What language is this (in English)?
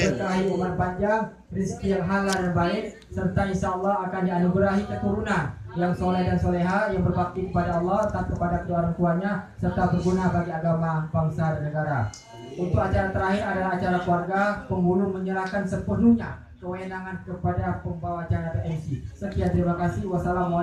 Indonesian